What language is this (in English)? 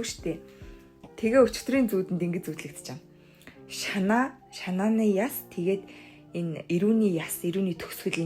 Mongolian